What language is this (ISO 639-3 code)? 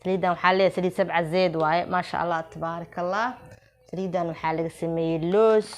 som